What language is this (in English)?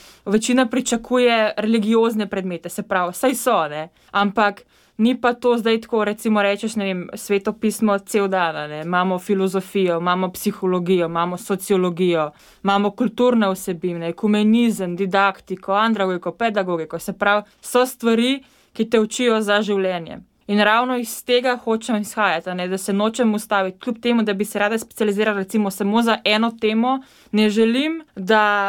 Slovenian